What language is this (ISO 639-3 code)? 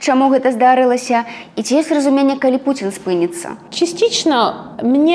bel